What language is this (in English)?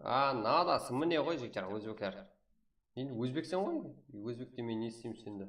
Kara-Kalpak